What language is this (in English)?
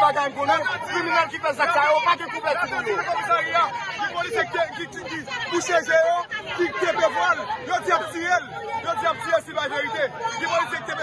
Haitian Creole